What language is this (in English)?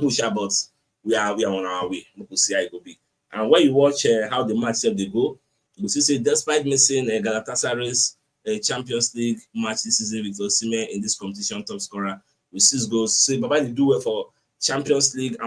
Nigerian Pidgin